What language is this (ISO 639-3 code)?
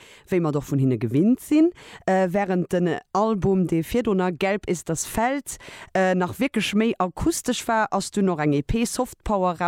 ltz